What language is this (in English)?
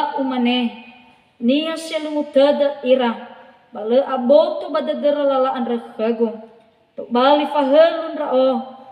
Nias